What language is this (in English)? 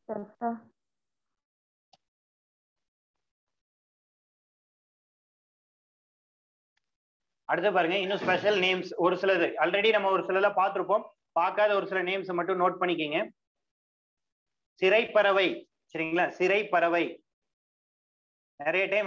Tamil